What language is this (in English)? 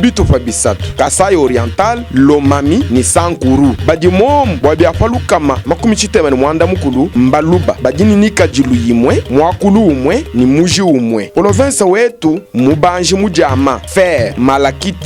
Luba-Lulua